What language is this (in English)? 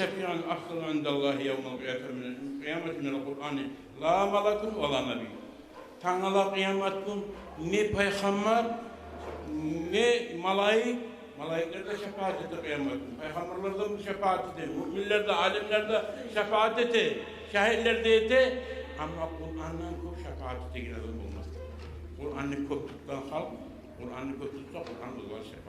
Kumyk